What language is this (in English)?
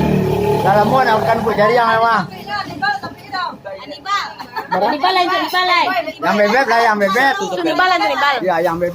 Minangkabau